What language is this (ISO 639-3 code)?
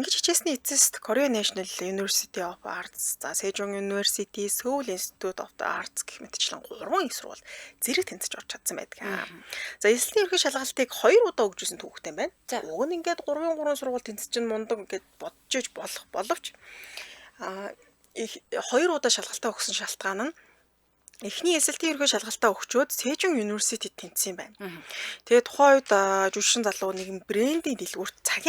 mon